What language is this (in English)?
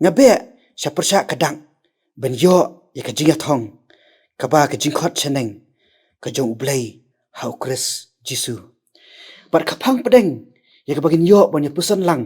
Khasi